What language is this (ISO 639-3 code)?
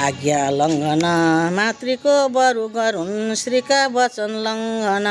nep